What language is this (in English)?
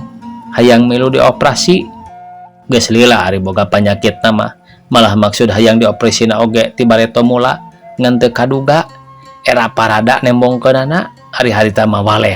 Sundanese